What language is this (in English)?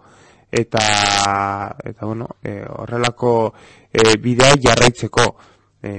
Basque